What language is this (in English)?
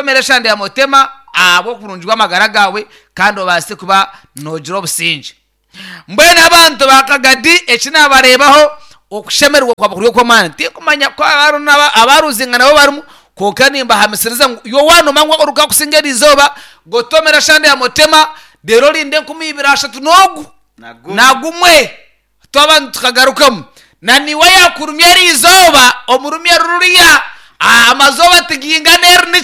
Nyankole